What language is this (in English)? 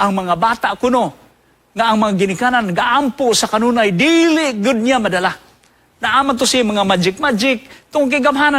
Cebuano